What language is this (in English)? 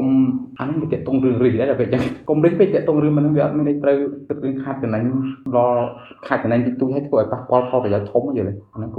Khmer